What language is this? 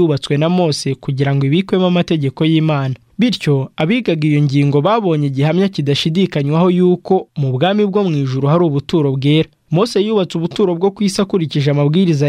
Kinyarwanda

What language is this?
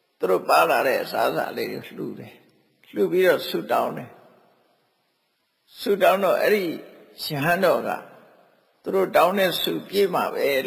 Burmese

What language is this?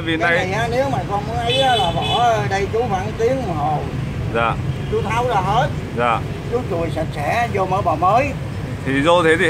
Vietnamese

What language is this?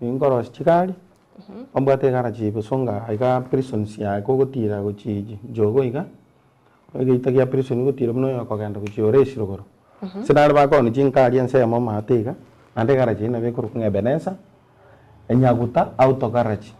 Gusii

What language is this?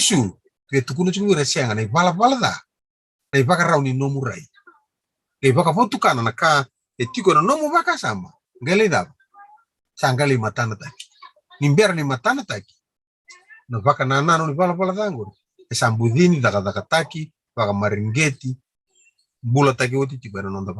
Fijian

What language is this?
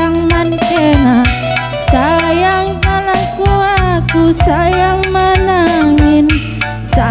Batak Karo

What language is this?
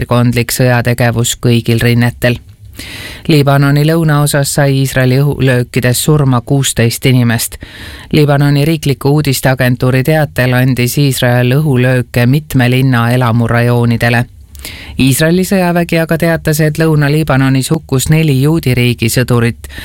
Estonian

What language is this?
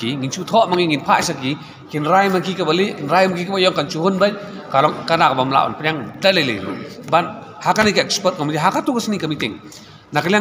Khasi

